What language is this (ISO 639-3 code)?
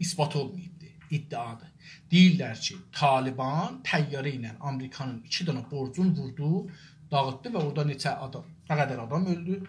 azb